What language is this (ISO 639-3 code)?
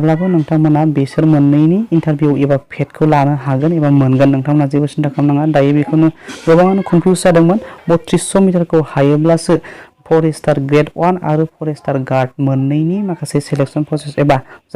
brx